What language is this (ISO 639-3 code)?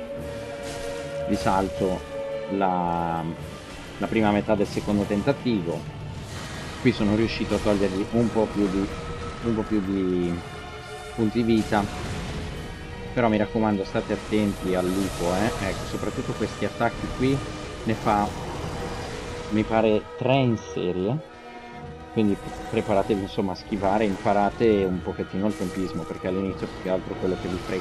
ita